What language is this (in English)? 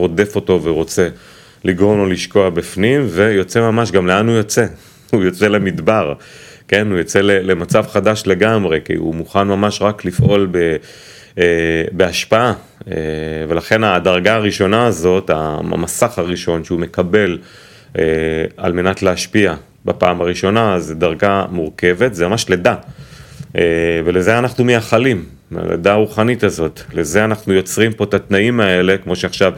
Hebrew